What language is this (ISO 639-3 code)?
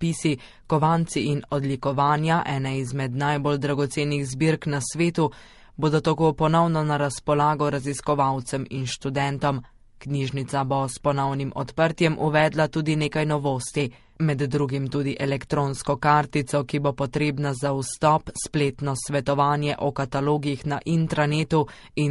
slv